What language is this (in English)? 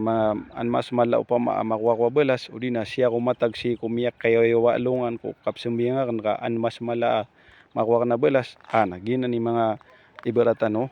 Maranao